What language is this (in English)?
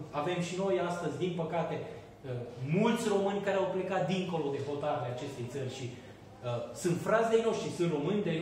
Romanian